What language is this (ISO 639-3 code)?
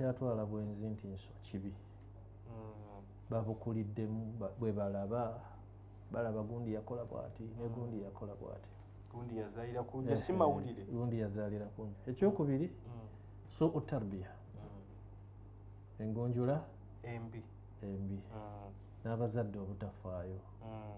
lug